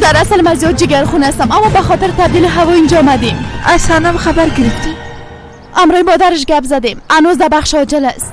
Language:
Persian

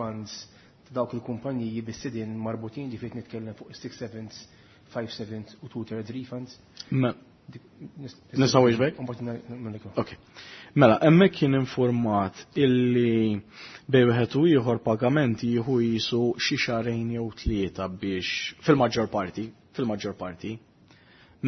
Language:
Maltese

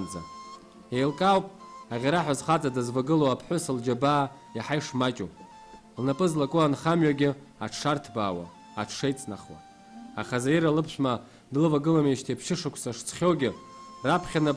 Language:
Abkhazian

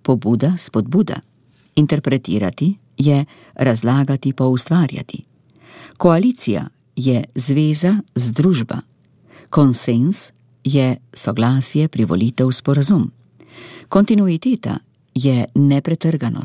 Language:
Slovenian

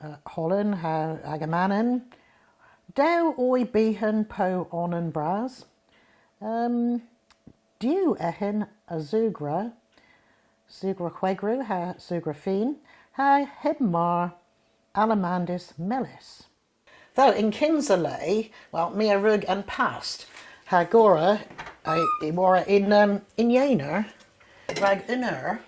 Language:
Cornish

